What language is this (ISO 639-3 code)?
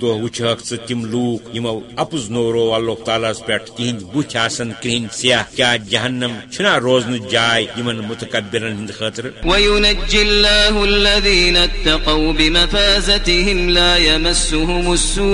kas